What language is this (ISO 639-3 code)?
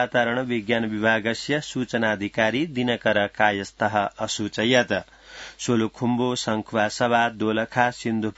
san